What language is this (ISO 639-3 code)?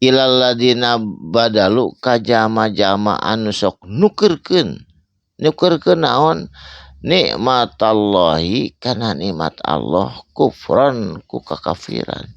sun